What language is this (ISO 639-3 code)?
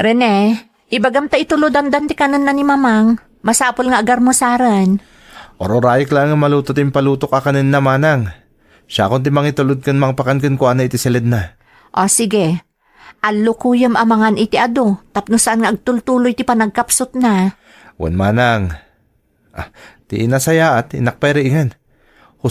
ilo